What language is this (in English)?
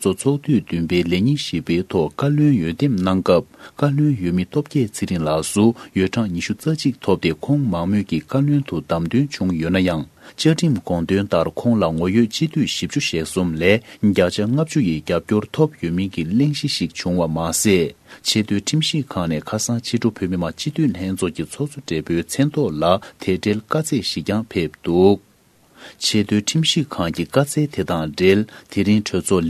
Tibetan